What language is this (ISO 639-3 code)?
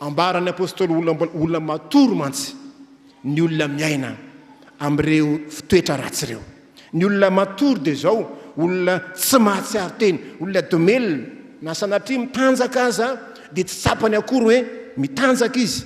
mlg